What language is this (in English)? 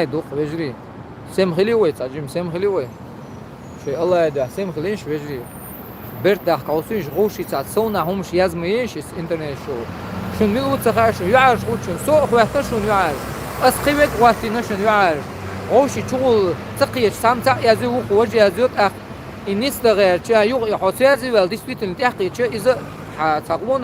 Chechen